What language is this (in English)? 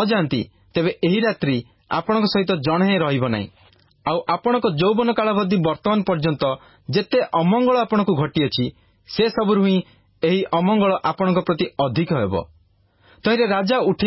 Odia